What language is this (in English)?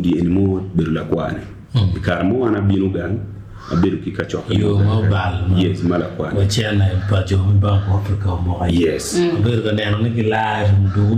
Acoli